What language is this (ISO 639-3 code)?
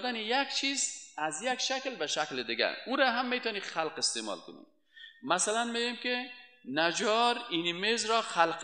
fas